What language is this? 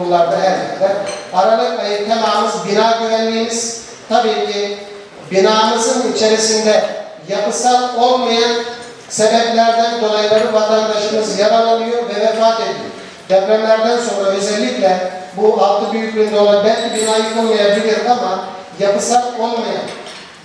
Turkish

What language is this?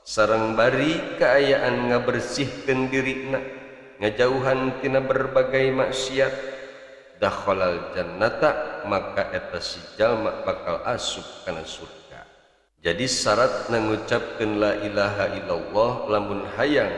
Sundanese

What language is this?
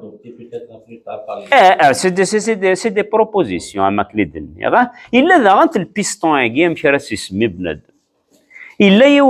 Kabyle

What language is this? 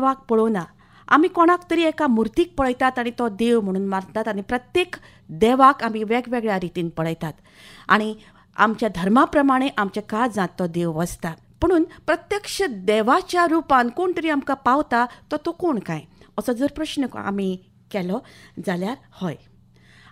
Konkani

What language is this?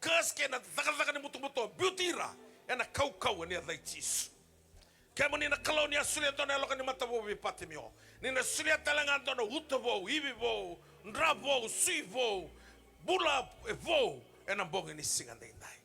Fijian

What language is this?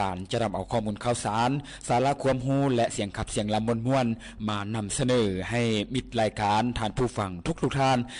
Lao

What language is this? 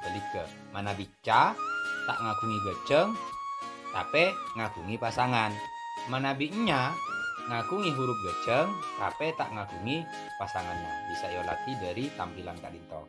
Madurese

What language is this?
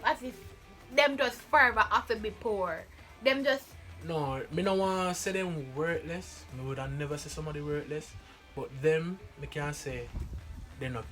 Jamaican Creole English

